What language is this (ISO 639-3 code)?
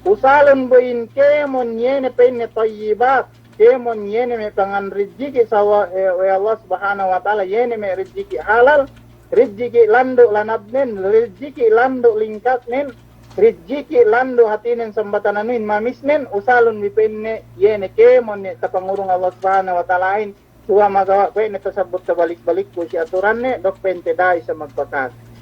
yka